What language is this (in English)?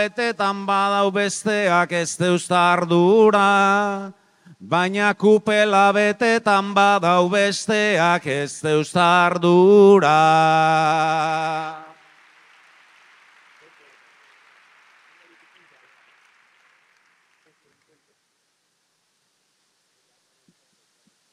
Basque